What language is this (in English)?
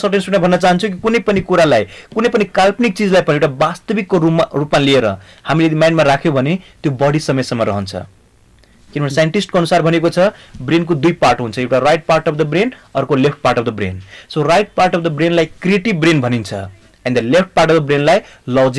Nepali